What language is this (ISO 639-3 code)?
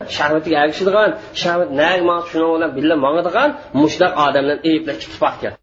uig